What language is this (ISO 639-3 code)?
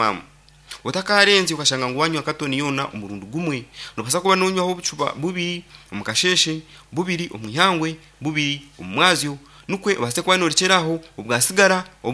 nyn